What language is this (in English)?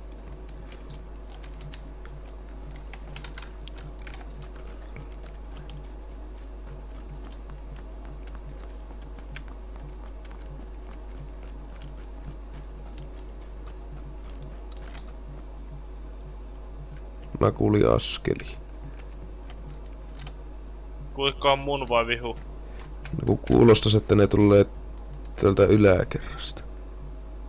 Finnish